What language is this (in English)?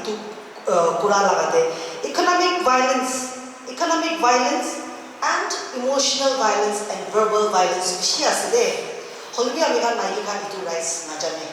Naga Pidgin